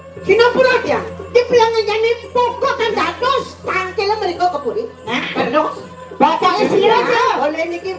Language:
Balinese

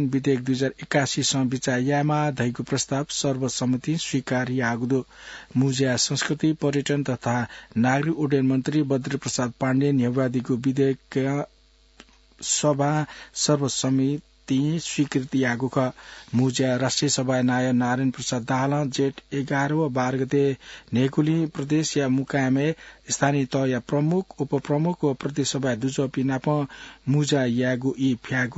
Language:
Newari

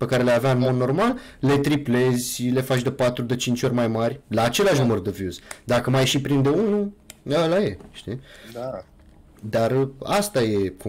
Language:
Romanian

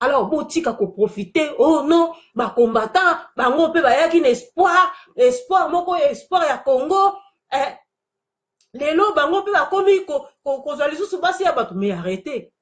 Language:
Lingala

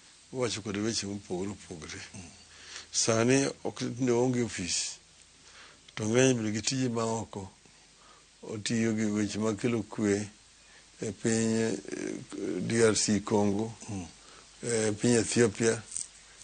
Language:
Luo (Kenya and Tanzania)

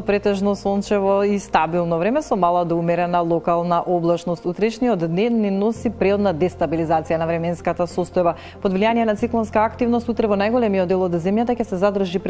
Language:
Macedonian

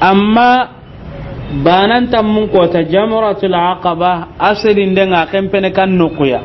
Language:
Soninke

